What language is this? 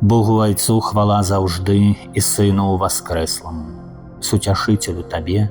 Belarusian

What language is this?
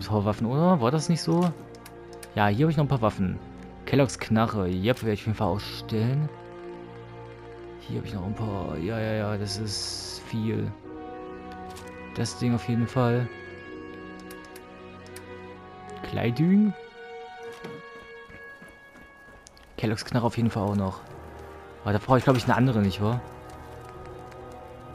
German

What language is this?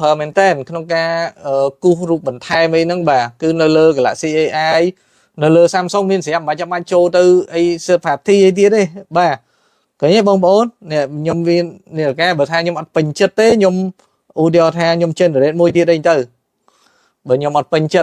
Khmer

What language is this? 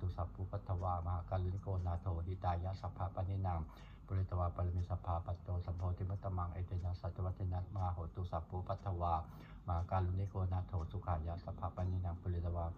Pali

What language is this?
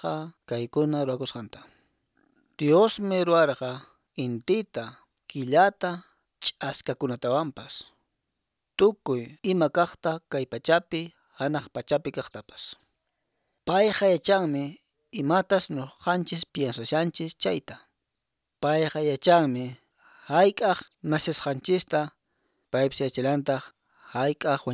Quechua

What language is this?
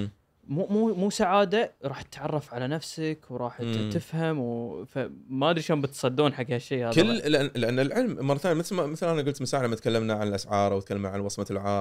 Gulf Arabic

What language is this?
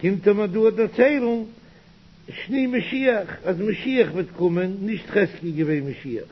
Yiddish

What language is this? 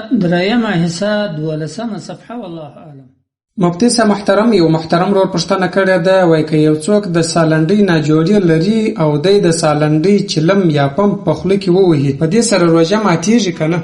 Pashto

